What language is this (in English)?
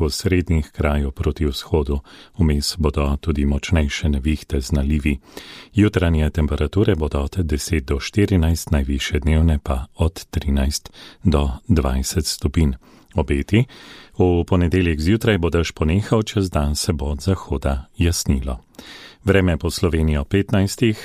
Slovenian